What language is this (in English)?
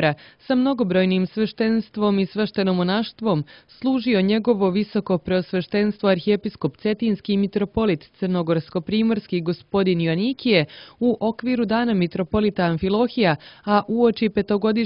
Serbian